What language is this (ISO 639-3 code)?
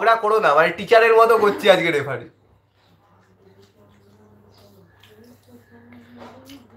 ben